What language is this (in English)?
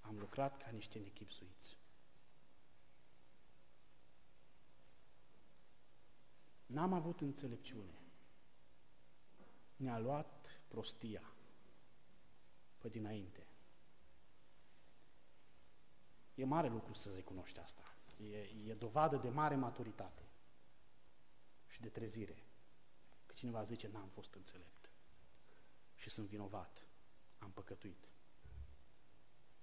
Romanian